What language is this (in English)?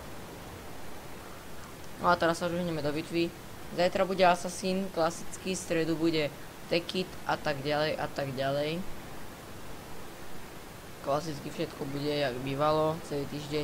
Slovak